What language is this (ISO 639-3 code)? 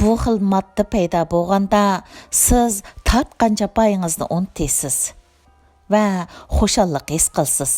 uig